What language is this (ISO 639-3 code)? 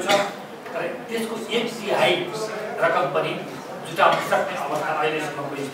nep